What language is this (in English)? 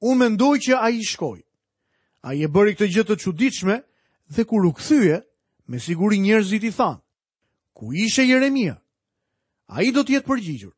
Albanian